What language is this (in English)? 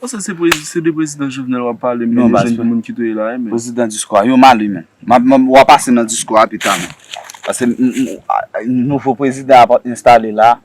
Haitian Creole